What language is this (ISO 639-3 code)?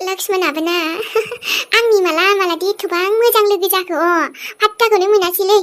brx